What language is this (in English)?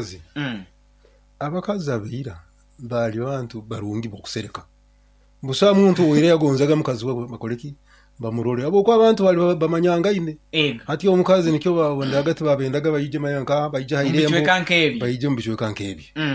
Nyoro